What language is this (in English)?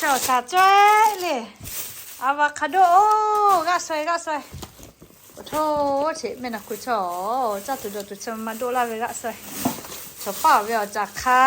Lahu